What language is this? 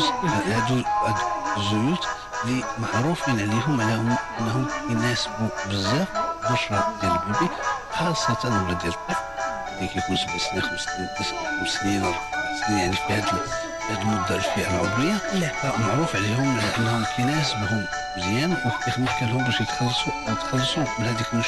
Moroccan Arabic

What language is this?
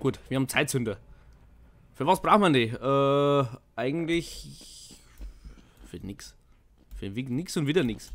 Bavarian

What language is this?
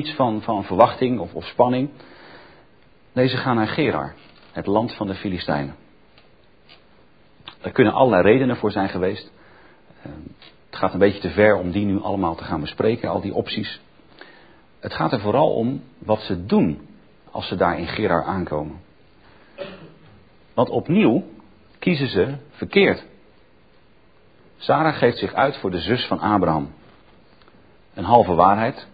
Dutch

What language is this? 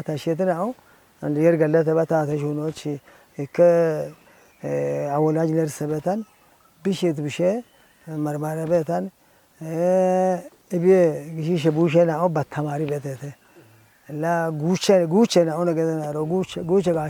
Kafa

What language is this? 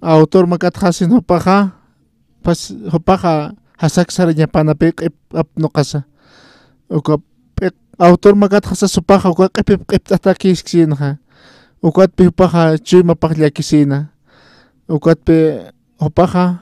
Aymara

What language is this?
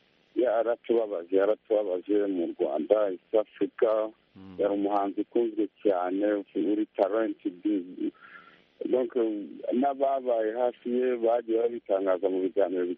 Kinyarwanda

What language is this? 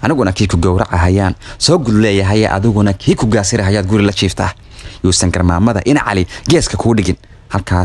Somali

